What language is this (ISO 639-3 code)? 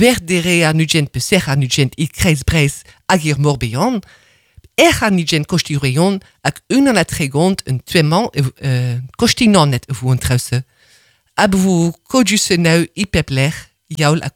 bre